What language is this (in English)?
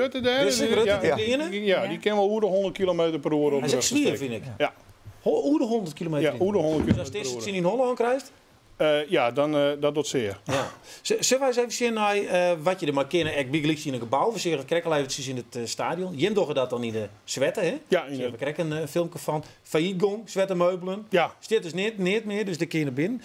Western Frisian